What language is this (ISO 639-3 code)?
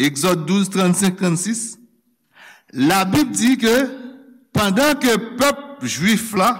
hat